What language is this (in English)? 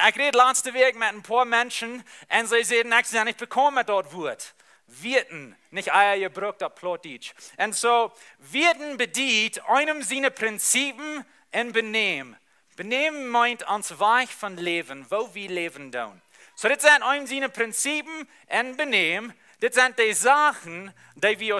Plautdietsch